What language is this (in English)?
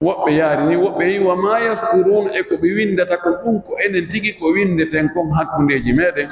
Pular